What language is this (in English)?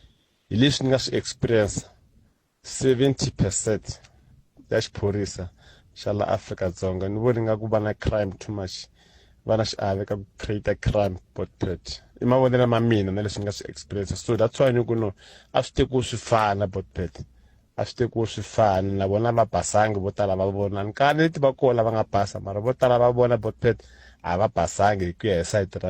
Tsonga